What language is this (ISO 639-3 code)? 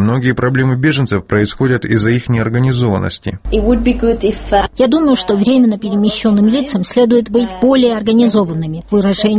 rus